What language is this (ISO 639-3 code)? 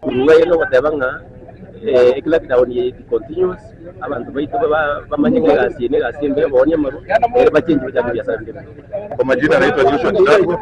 guz